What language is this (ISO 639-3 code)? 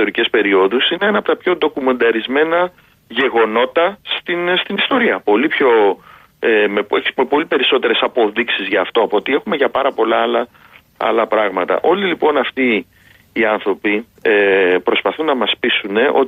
ell